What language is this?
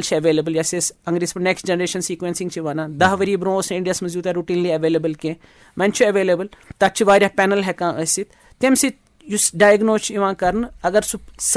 Kashmiri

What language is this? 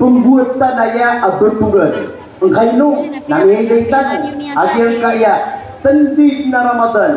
Maranao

